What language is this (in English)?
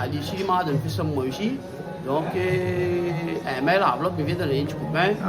Réunion Creole French